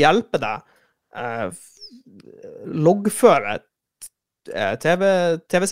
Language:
Norwegian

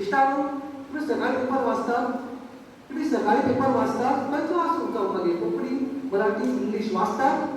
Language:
Konkani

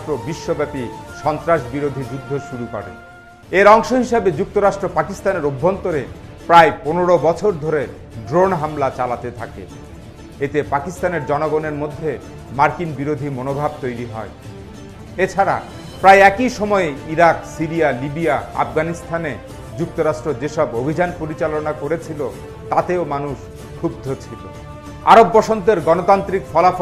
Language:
Bangla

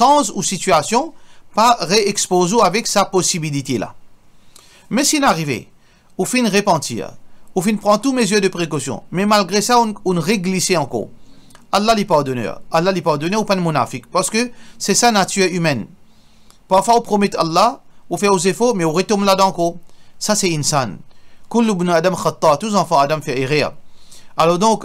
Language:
Morisyen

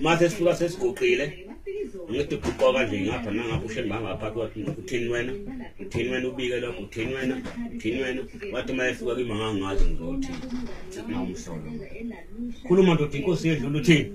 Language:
Zulu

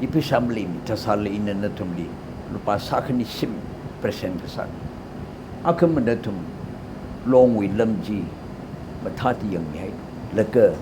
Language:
Tangkhul Naga (India)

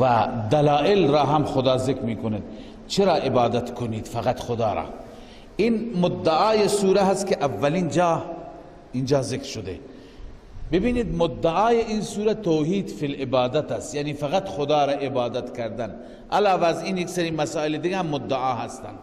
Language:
Persian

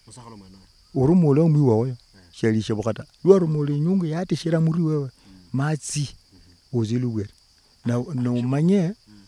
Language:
Luyia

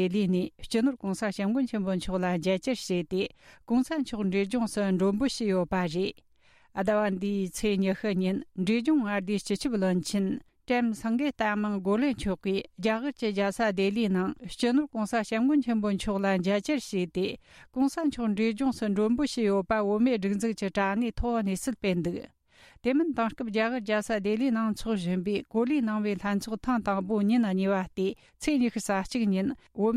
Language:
Tibetan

